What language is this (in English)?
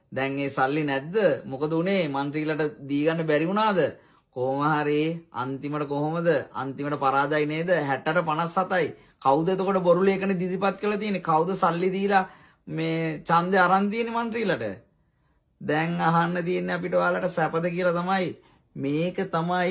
Sinhala